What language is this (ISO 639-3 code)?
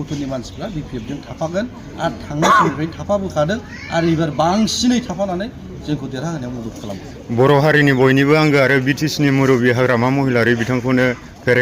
brx